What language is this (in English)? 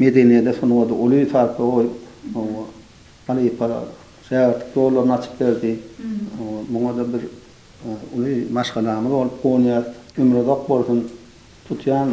Turkmen